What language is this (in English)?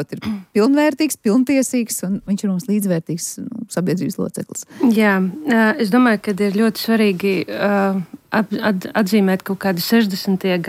Latvian